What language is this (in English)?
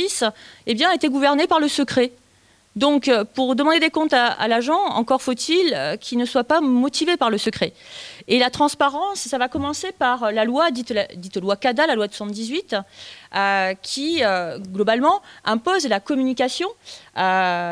French